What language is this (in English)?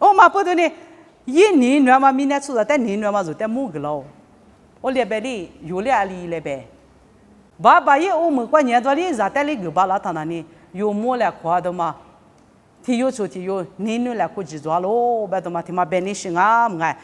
Lisu